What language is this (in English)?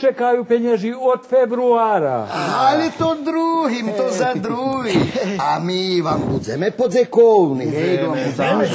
Rusyn